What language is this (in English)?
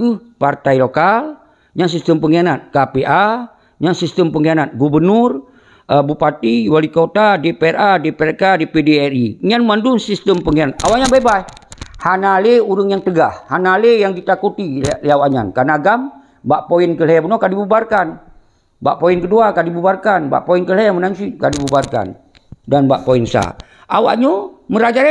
Achinese